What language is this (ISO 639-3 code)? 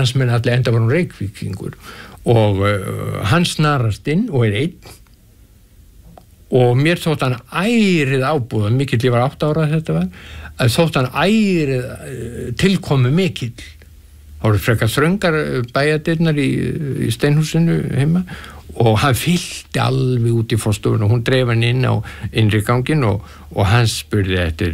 isl